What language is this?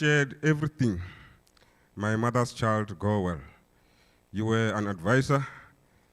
Venda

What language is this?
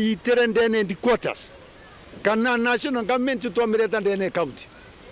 Meru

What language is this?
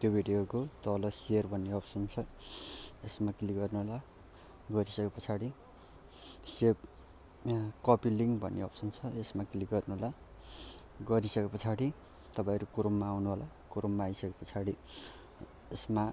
Nepali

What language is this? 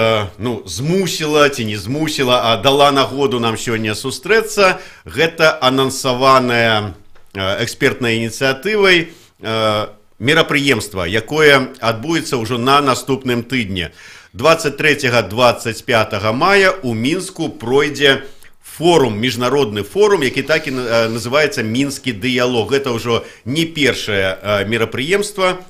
Belarusian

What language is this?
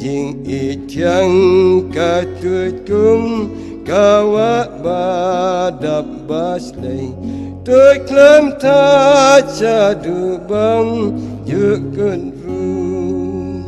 Khasi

